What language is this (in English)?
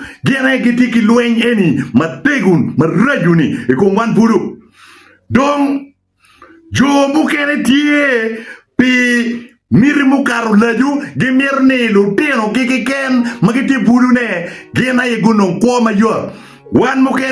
Acoli